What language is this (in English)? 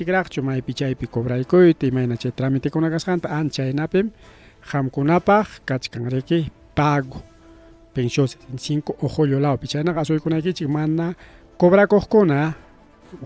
Ayacucho Quechua